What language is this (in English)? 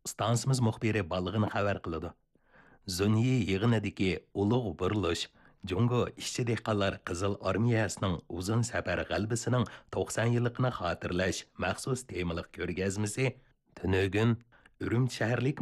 Uyghur